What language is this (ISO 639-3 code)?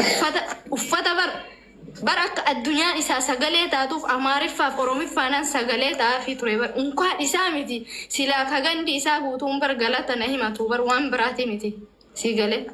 orm